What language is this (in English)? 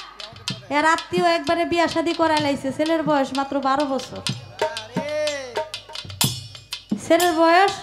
Bangla